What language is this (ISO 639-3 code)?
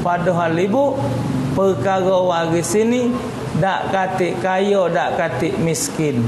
mui